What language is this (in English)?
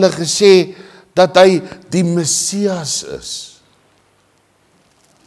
Afrikaans